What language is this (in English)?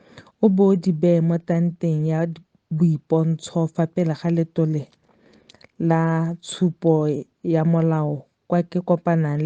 Tswana